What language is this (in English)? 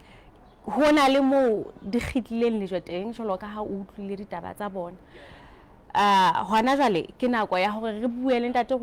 Southern Sotho